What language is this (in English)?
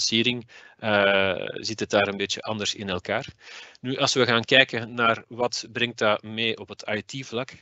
Dutch